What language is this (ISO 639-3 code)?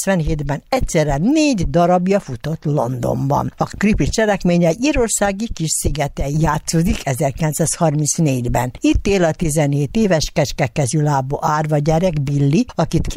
hun